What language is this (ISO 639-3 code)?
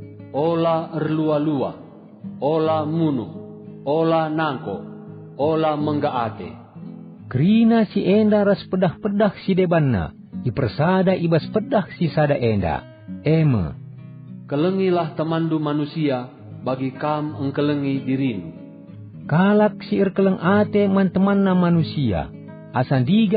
btx